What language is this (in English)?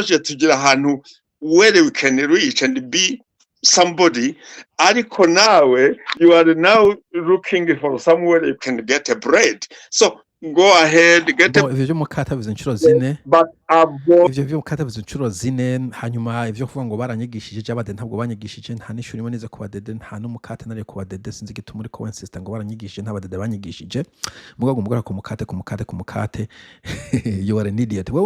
Rundi